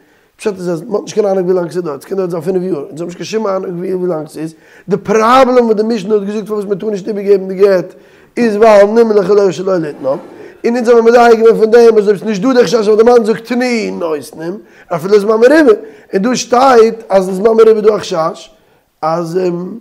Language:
Yiddish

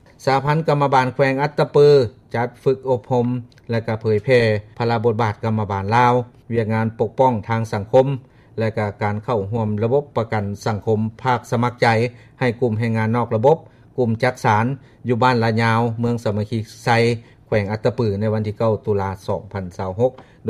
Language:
Lao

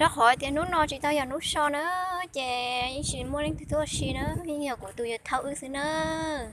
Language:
Hmong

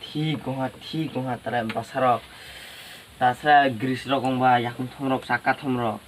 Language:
Kok Borok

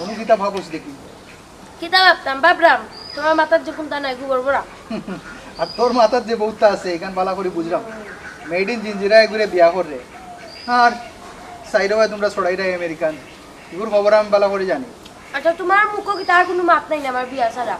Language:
Sylheti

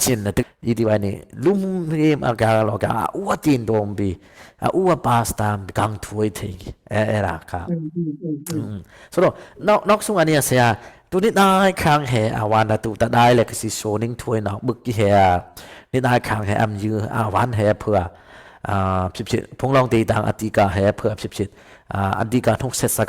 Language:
Dimasa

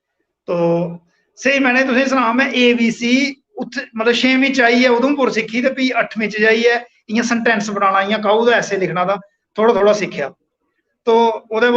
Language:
Dogri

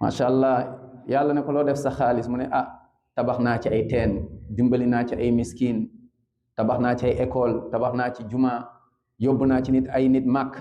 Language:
Wolof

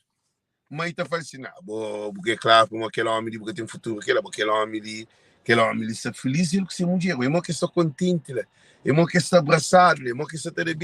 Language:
Kabuverdianu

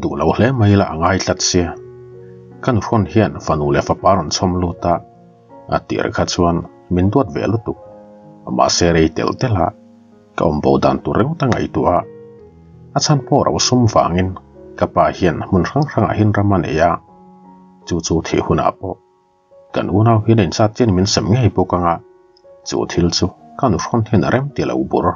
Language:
Mizo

